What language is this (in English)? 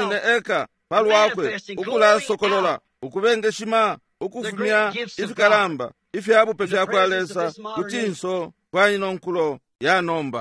Bemba